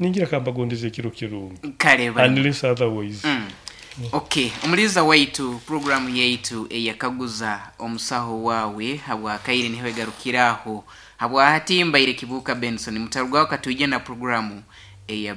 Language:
Nyoro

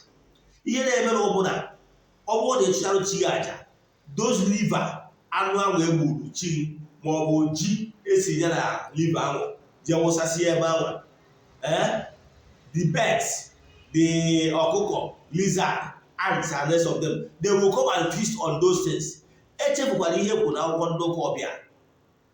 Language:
Igbo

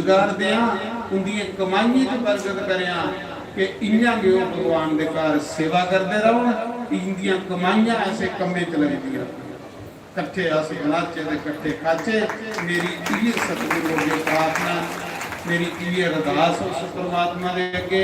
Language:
Dogri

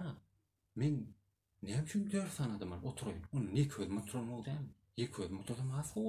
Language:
Turkmen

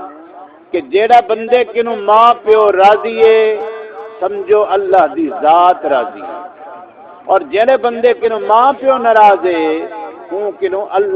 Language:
Saraiki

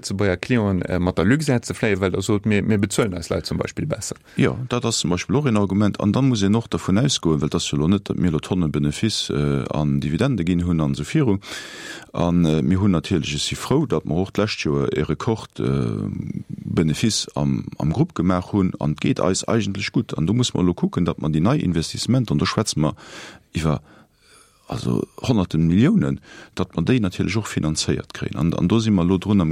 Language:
Luxembourgish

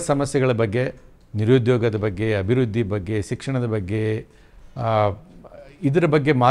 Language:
Kannada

